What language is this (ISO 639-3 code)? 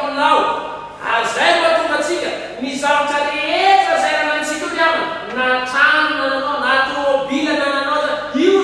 mlg